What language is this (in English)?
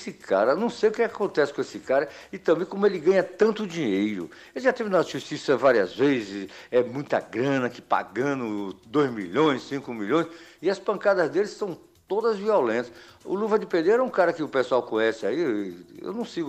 Portuguese